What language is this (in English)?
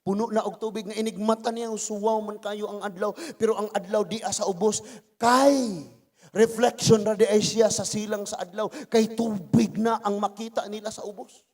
Cebuano